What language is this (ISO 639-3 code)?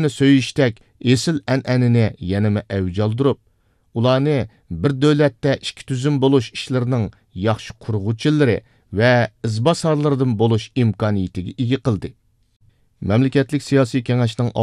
uig